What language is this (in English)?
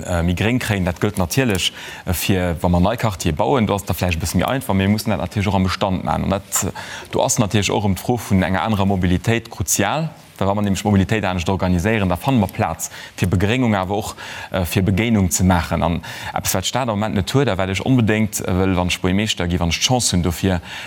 Luxembourgish